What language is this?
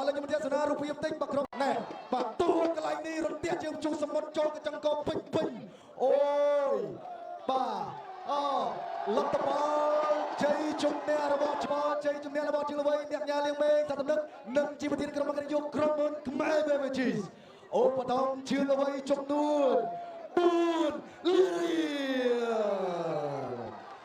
Khmer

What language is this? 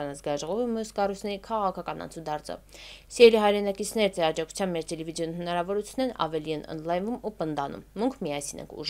Armenian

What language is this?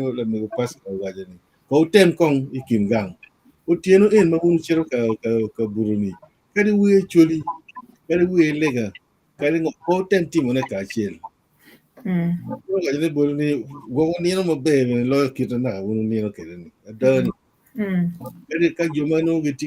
Acoli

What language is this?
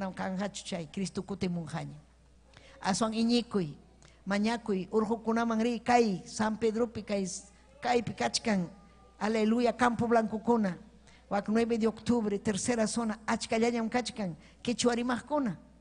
Ayacucho Quechua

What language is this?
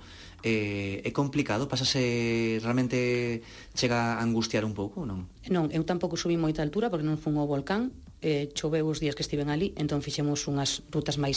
Galician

